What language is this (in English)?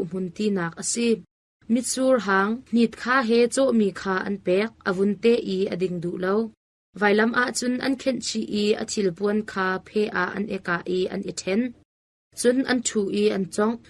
Hakha Chin